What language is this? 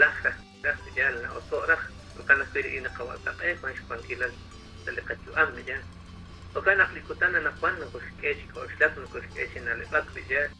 Kekchí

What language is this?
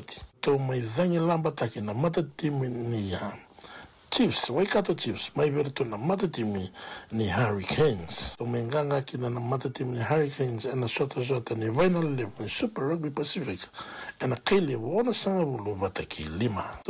Fijian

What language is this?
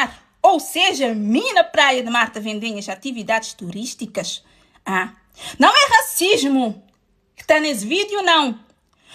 Kabuverdianu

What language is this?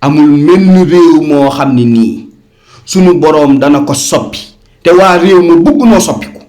Wolof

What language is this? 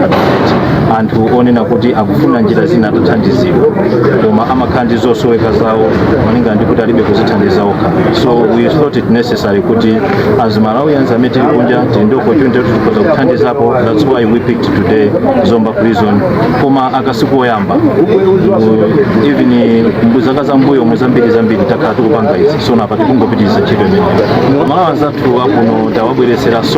Nyanja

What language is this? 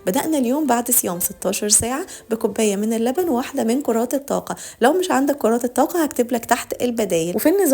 Egyptian Arabic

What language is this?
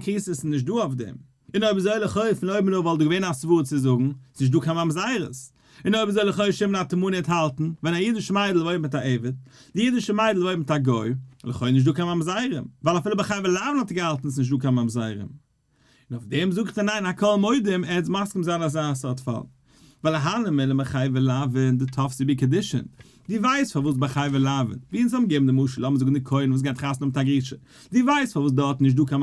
Yiddish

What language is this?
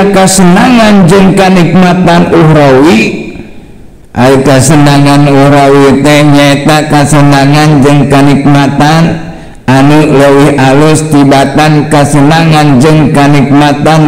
Sundanese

